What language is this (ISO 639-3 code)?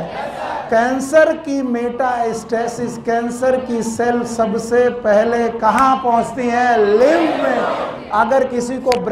hin